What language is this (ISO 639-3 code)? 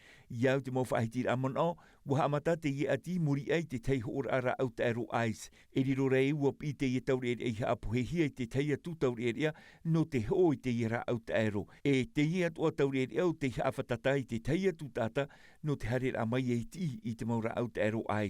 tah